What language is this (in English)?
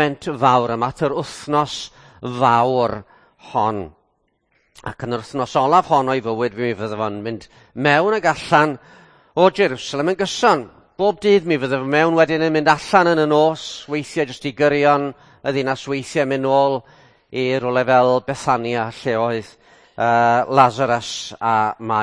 Welsh